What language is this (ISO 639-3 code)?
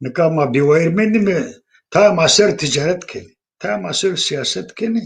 zza